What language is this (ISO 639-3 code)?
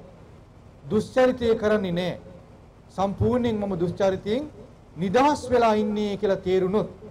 sin